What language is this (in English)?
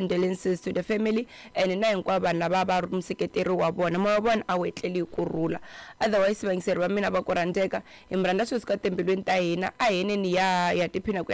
Tsonga